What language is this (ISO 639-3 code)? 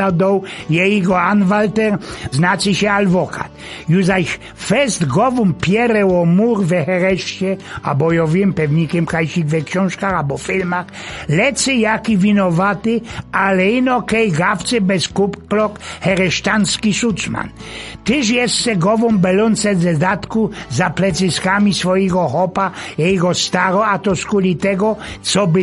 szl